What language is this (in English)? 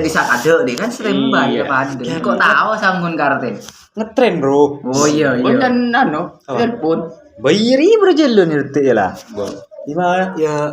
Madurese